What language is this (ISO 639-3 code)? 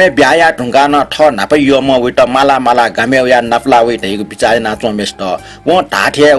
new